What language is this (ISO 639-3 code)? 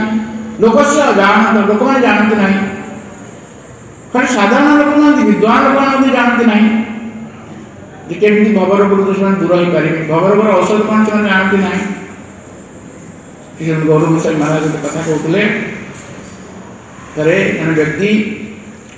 ori